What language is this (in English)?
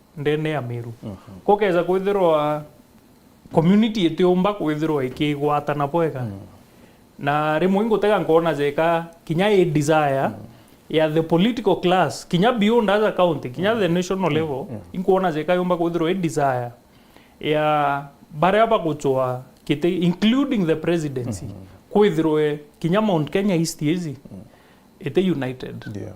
Meru